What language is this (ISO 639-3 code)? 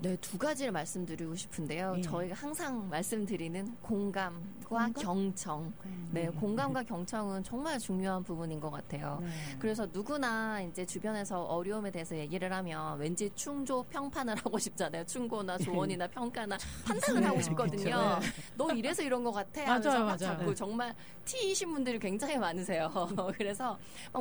kor